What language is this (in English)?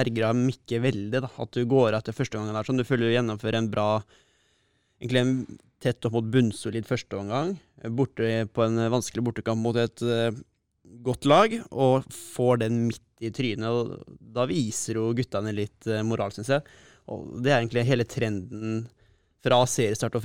Norwegian